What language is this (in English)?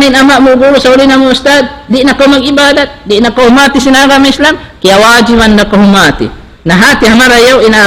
Tausug